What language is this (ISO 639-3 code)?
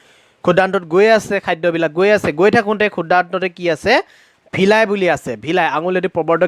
asm